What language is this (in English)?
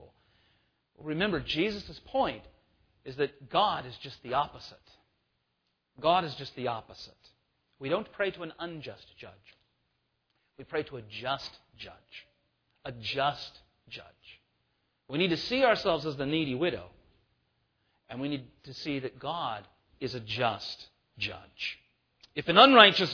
English